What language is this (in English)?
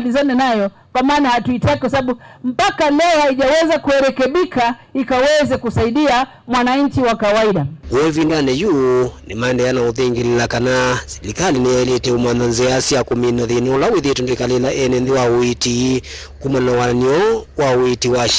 Kamba